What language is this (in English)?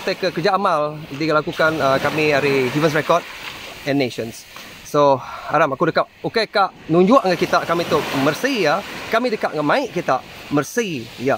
Iban